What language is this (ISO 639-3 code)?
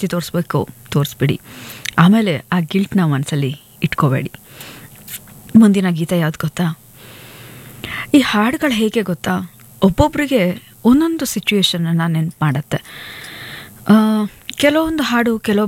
kan